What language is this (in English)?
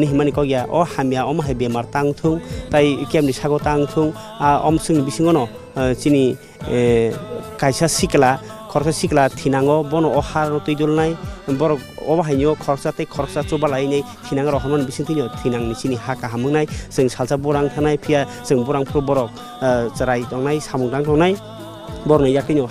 Kok Borok